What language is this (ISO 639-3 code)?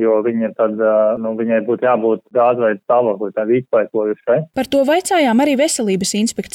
lav